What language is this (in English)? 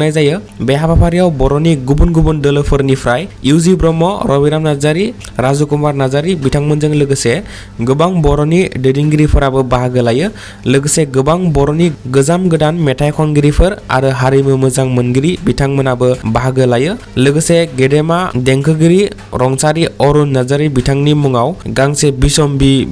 Bodo